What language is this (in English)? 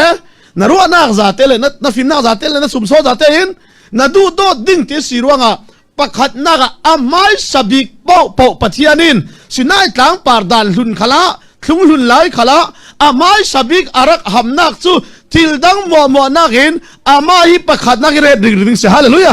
Falam Chin